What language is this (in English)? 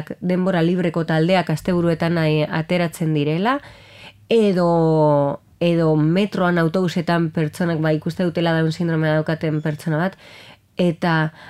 Basque